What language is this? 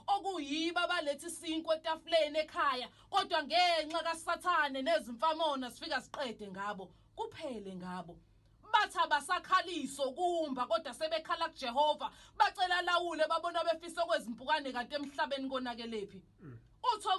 Zulu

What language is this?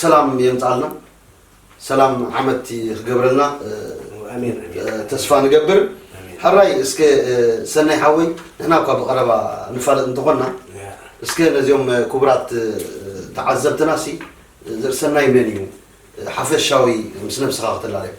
Tigrinya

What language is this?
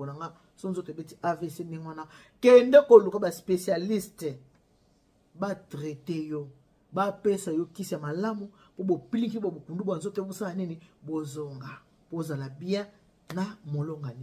Lingala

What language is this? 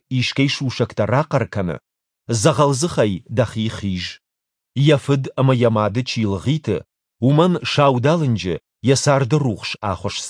Ossetic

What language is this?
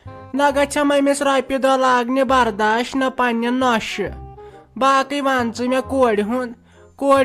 Kashmiri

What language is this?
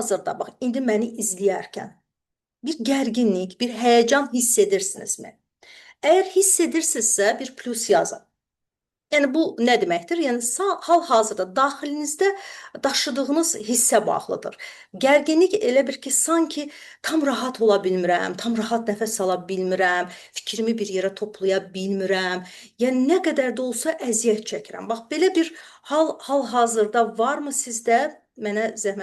Azerbaijani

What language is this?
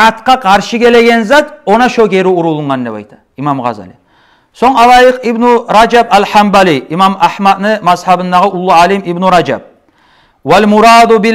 Kumyk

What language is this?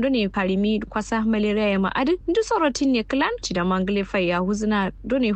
Kanuri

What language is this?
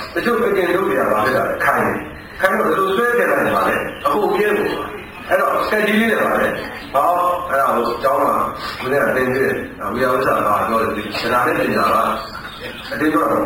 Burmese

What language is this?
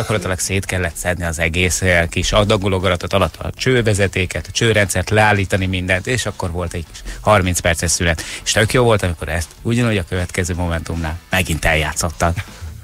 Hungarian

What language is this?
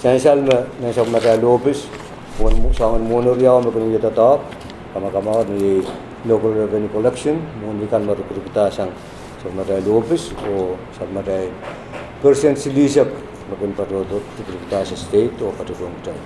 Pohnpeian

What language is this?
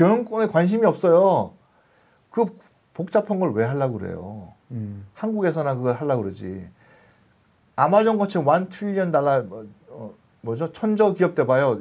Korean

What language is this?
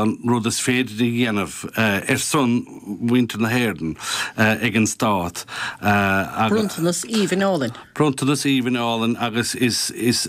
Irish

